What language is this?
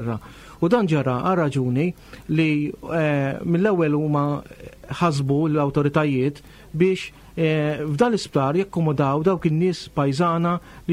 Maltese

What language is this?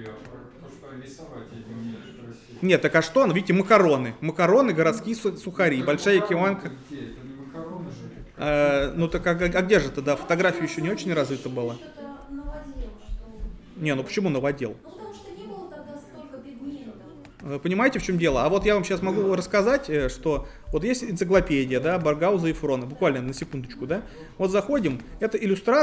Russian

